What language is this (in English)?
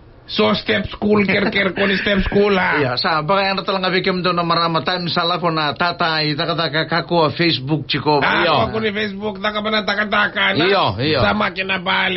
Fijian